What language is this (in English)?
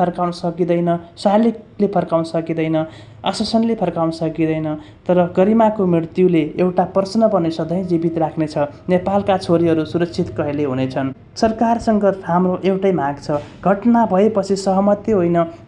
Nepali